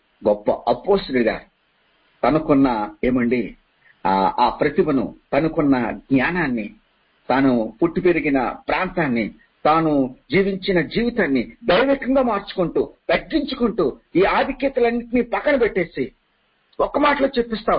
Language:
Telugu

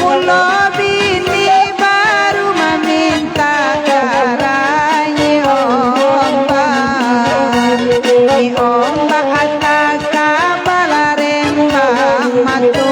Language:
Minangkabau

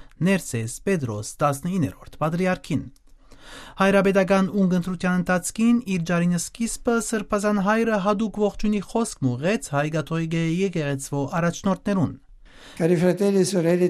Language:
Western Armenian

